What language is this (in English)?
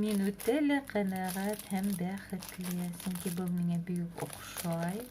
Bashkir